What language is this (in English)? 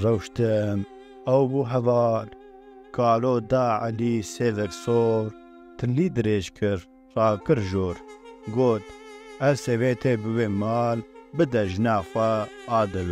Kurdish